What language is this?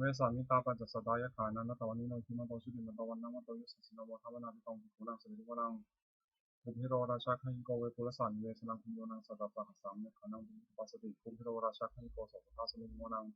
Pali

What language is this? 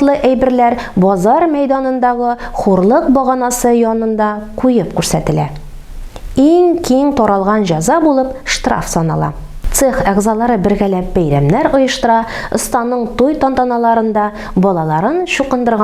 Tatar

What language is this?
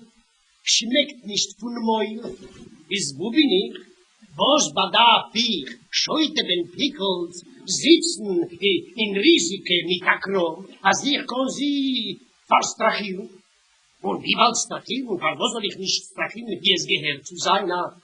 Yiddish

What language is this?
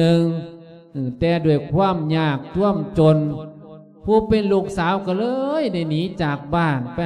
Lao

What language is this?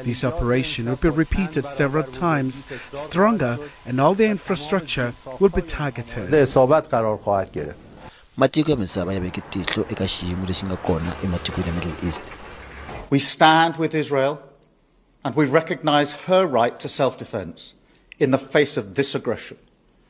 Tsonga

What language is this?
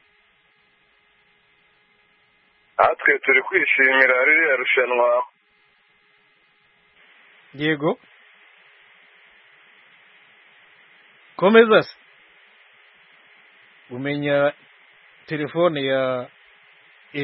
Kinyarwanda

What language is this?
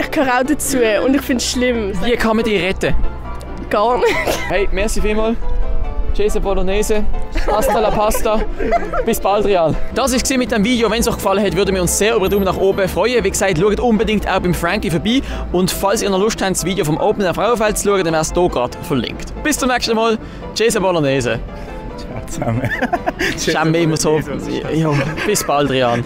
Swiss German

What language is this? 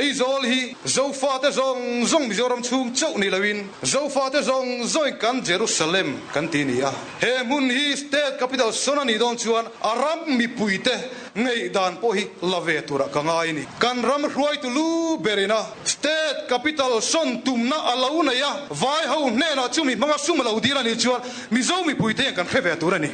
Mizo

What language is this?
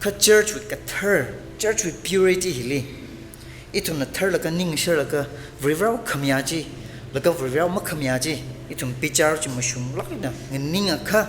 Tangkhul Naga (India)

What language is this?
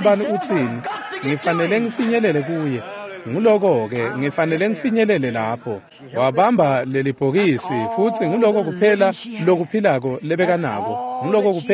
Swati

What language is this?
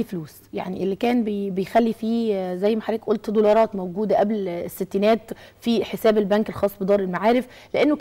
Egyptian Arabic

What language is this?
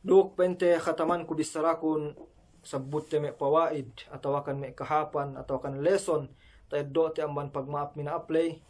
Yakan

